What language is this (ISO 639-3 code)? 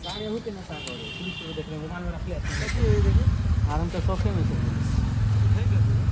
mai